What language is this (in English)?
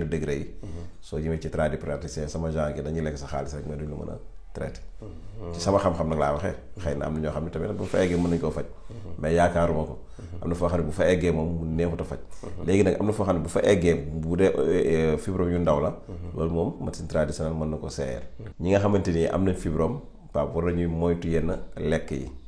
Wolof